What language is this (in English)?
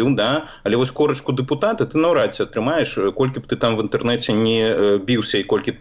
Belarusian